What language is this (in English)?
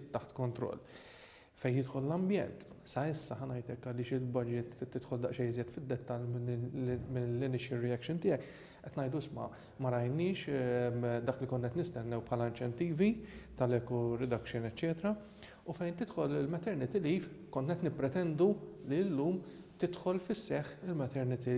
Maltese